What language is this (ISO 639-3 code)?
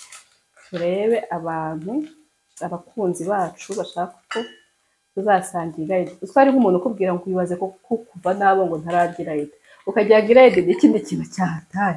kin